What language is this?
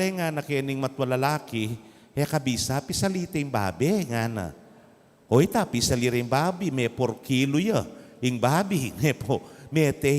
Pampanga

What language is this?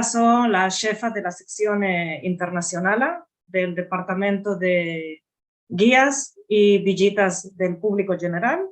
Ladino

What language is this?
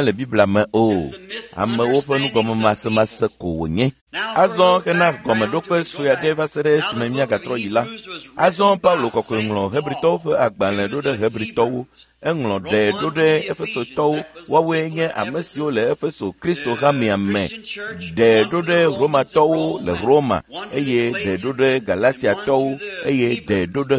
Ewe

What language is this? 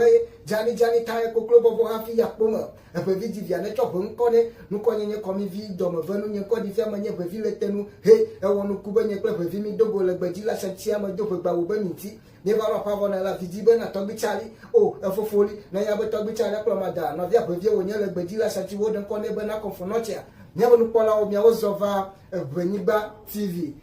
Ewe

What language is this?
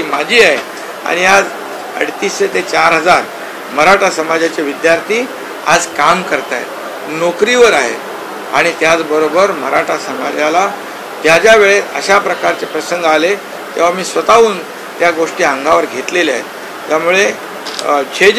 Marathi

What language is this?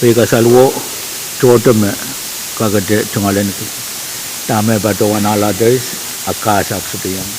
Pohnpeian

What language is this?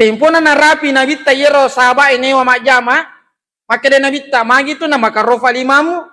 Buginese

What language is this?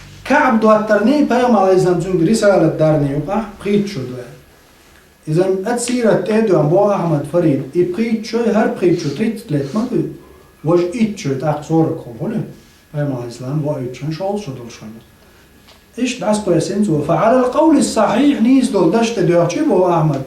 Chechen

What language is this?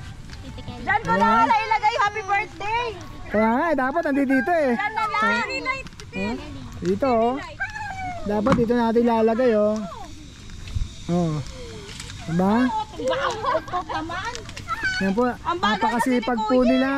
Filipino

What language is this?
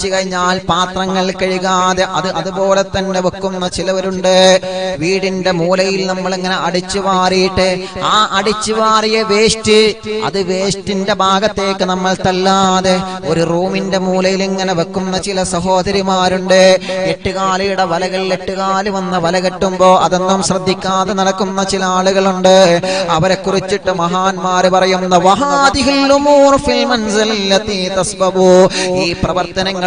Malayalam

